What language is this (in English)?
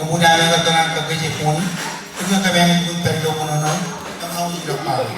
Marshallese